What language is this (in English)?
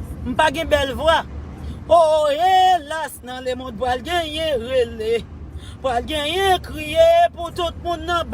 Haitian Creole